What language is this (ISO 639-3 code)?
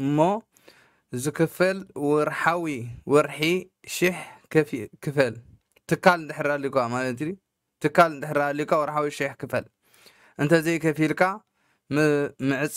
tir